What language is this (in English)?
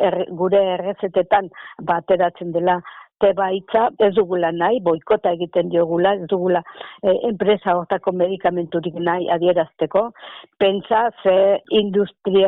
Basque